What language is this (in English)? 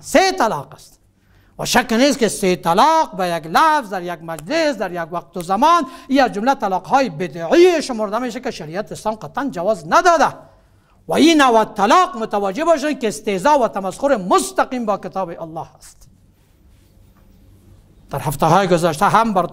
Persian